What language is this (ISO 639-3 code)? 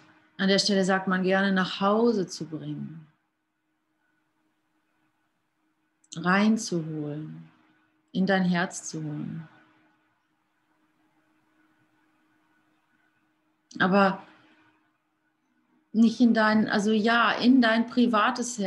deu